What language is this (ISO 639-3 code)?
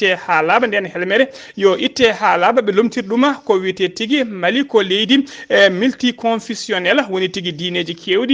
ful